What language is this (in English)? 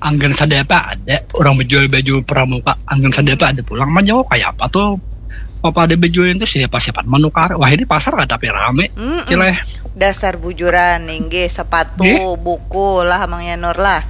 Banjar